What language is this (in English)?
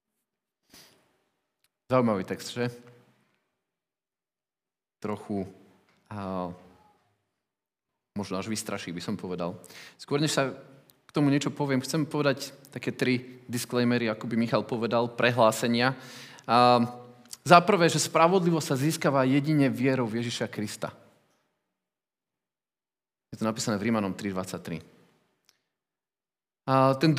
Slovak